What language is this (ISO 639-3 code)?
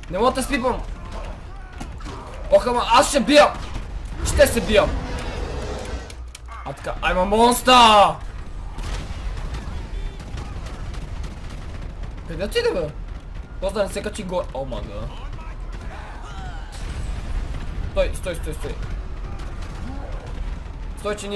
bul